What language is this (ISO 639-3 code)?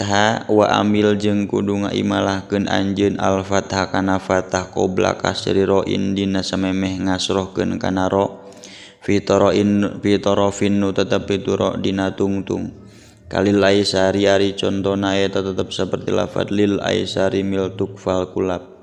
sun